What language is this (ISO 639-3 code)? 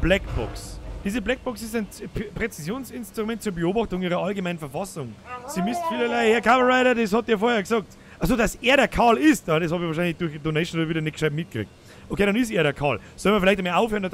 bar